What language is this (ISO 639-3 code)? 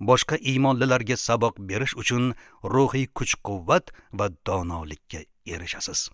uzb